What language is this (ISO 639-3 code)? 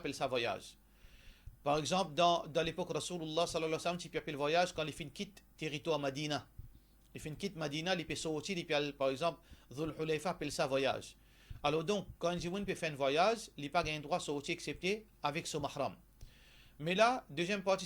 mfe